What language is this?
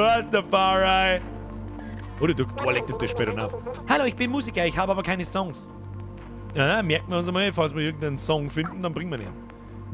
Bavarian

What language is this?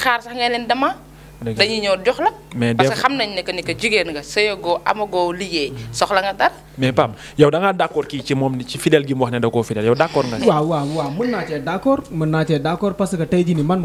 Wolof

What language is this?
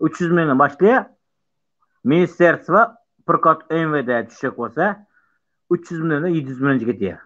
Turkmen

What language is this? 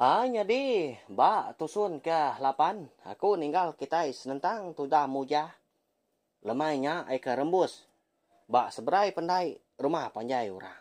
Iban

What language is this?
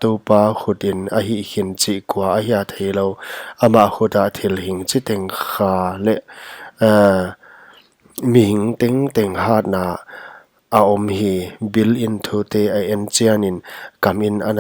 Paite Chin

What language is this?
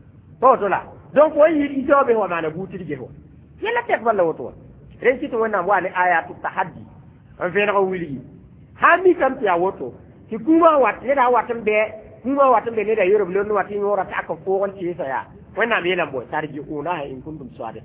Mossi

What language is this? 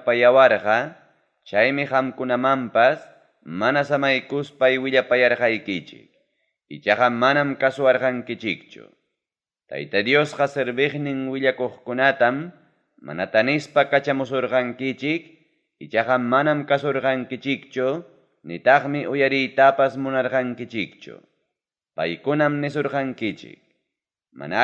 Ayacucho Quechua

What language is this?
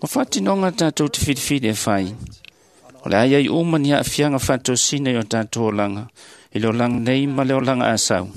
Samoan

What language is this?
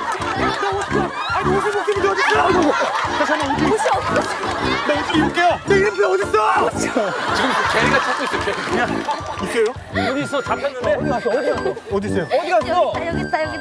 Korean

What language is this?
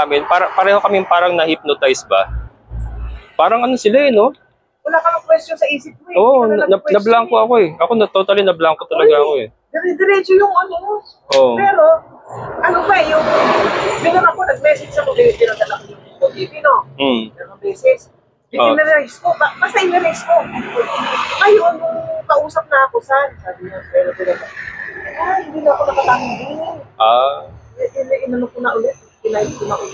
Filipino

